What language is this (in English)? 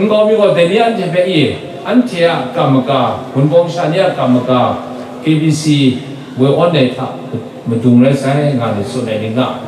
Kachin